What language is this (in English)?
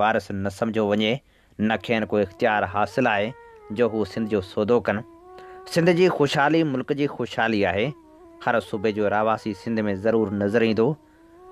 Sindhi